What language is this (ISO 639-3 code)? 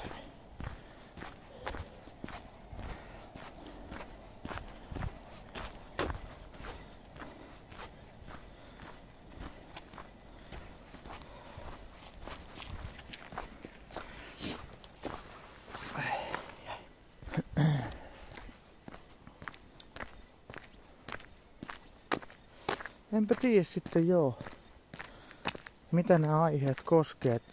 fin